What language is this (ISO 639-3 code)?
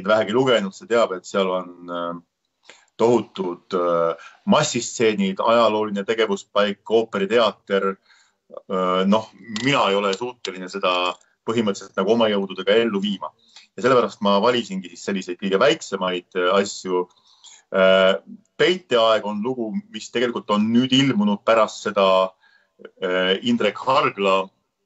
est